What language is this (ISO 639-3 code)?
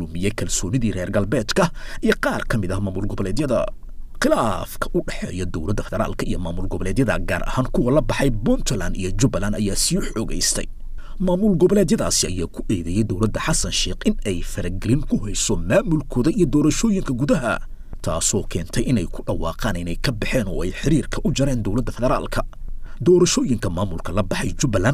som